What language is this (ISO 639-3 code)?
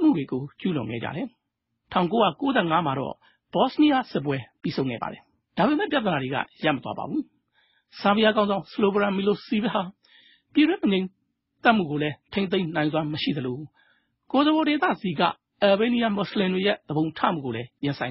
mya